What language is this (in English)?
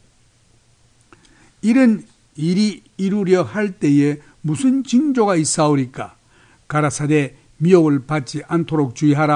Korean